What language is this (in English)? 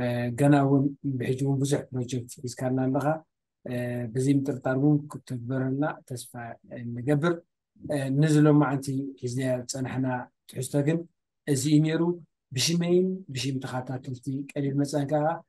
Tigrinya